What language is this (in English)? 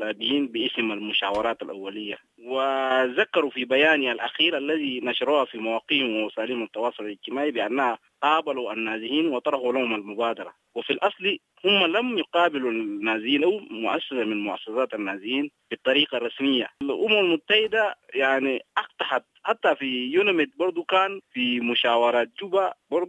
Arabic